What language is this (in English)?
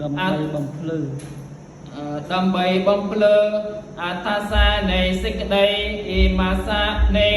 Khmer